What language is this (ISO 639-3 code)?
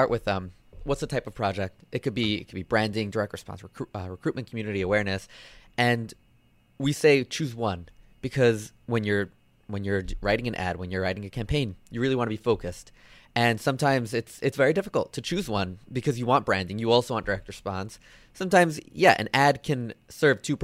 eng